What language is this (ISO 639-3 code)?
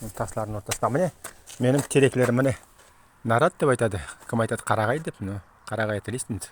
nog